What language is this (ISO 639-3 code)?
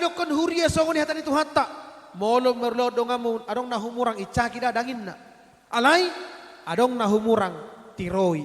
bbc